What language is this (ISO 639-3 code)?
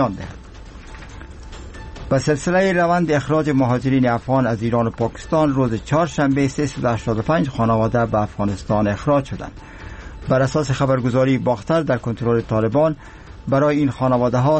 fas